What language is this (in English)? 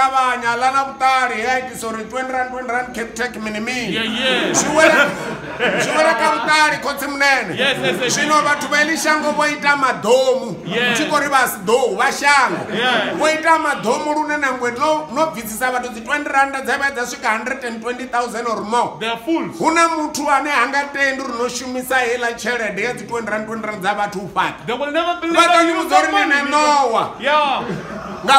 Venda